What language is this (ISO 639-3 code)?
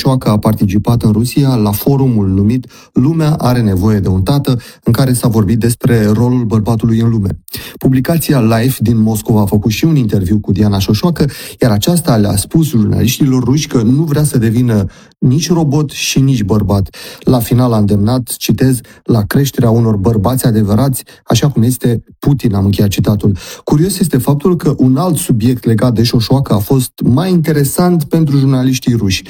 ron